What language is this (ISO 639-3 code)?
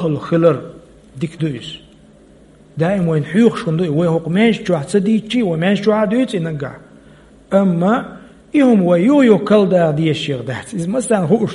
che